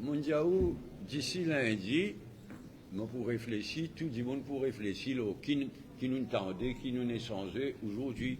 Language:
Morisyen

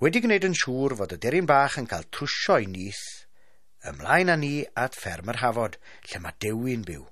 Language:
Welsh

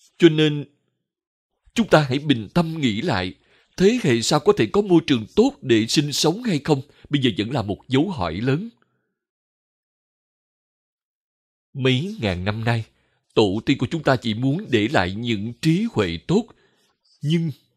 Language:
Vietnamese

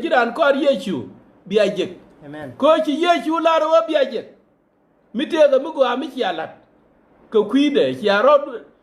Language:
Nuer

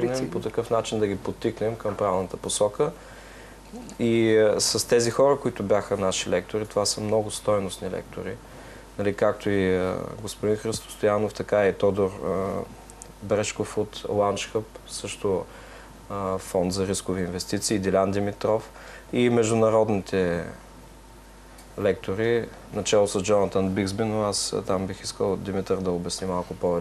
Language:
Bulgarian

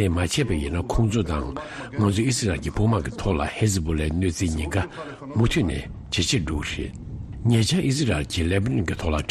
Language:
Tibetan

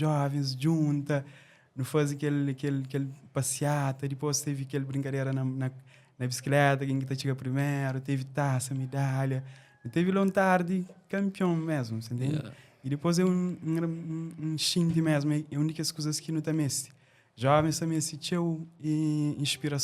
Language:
Kabuverdianu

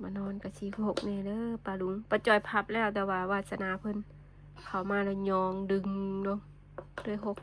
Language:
Northeastern Thai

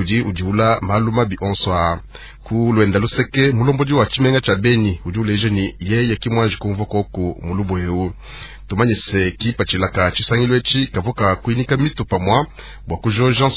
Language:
Luba-Lulua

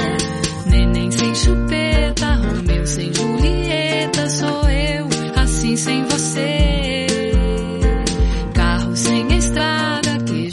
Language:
Portuguese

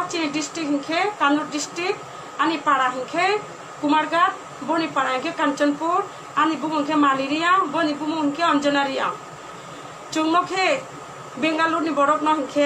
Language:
Riang (India)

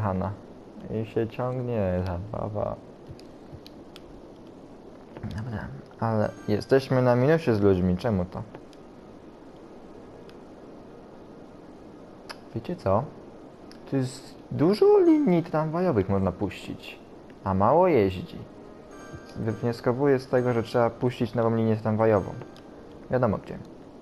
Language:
Polish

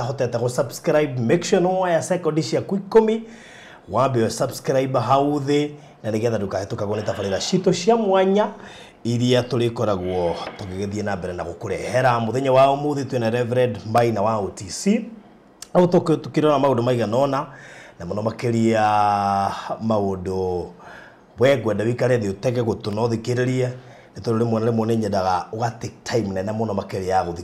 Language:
Kikuyu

